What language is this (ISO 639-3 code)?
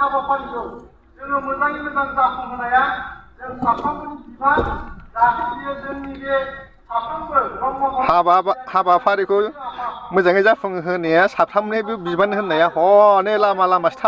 brx